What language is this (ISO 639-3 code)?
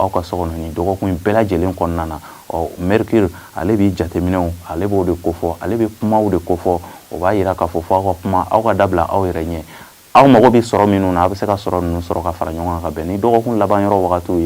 bam